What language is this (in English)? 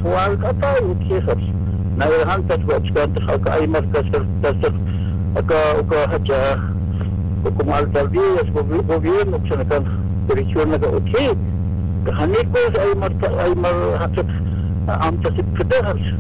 Aymara